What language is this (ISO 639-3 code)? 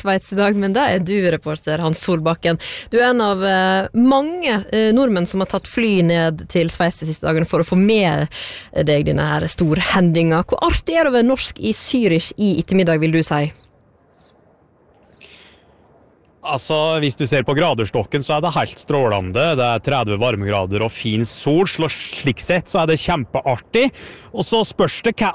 nor